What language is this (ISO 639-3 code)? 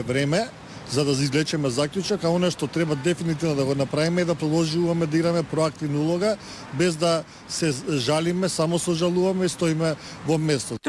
mkd